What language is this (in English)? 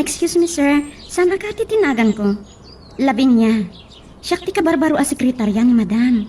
Iloko